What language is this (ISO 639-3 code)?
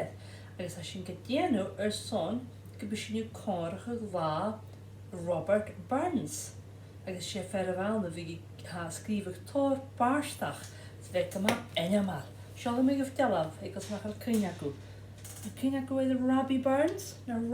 gla